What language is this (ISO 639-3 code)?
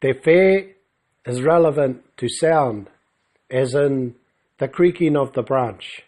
mri